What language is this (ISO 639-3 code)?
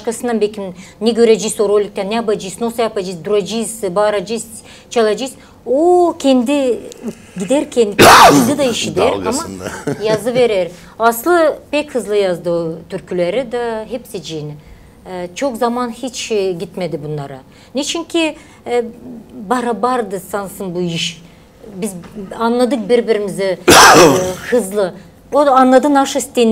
gag